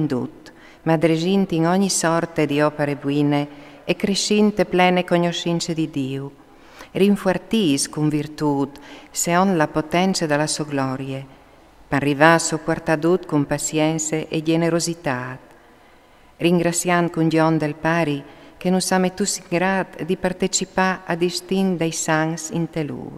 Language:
Friulian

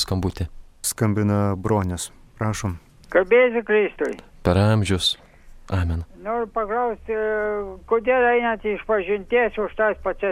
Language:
Lithuanian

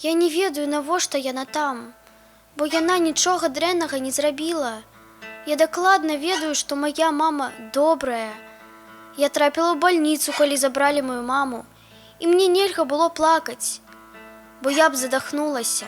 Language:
Belarusian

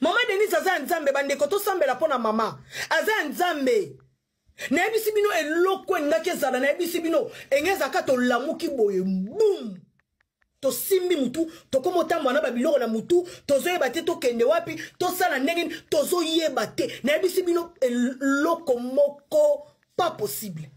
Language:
Lingala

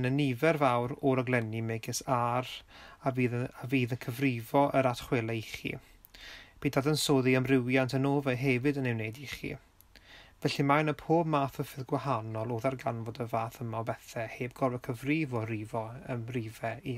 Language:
Welsh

